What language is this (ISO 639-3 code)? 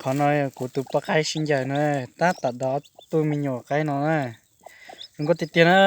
hmn